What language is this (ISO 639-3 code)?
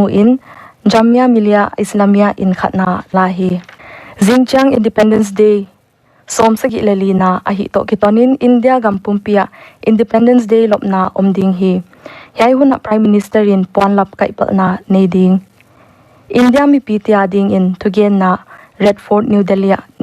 pck